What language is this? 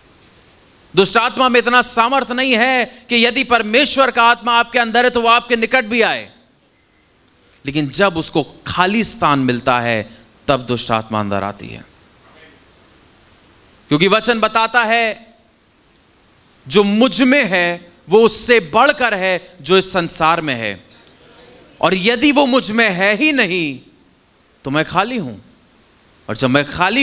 Hindi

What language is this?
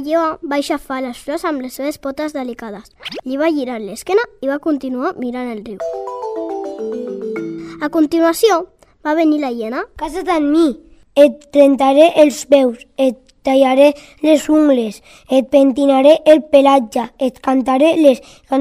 Catalan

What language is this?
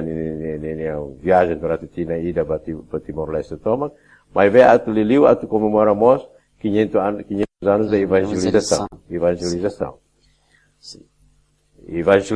Tetum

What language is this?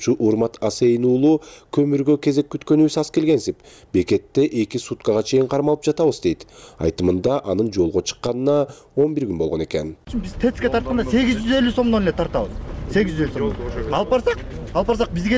Kyrgyz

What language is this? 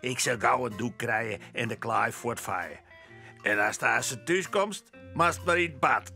Western Frisian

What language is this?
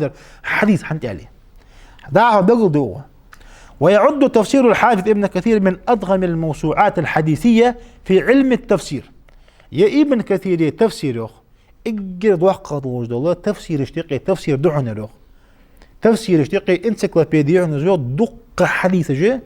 Ingush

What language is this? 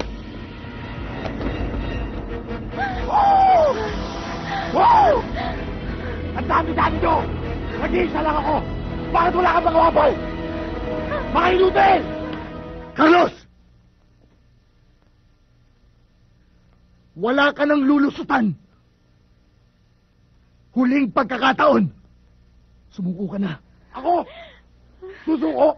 Filipino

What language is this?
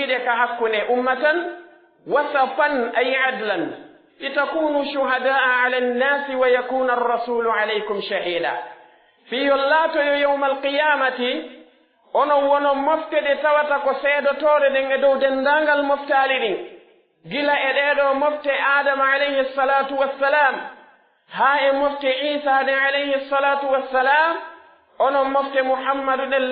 Pular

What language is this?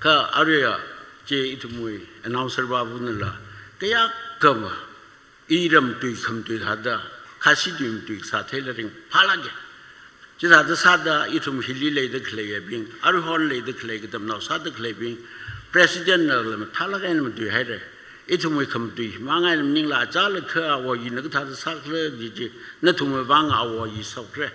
Tangkhul Naga (India)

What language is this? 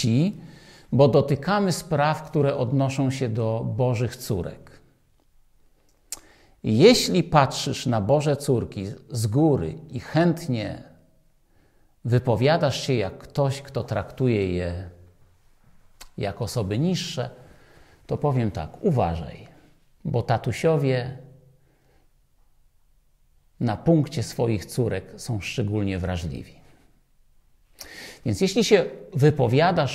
Polish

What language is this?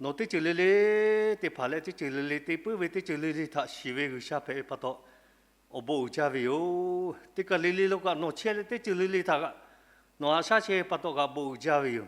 Lahu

